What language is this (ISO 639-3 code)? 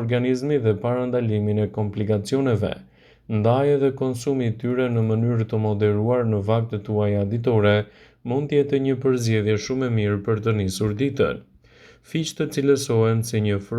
sqi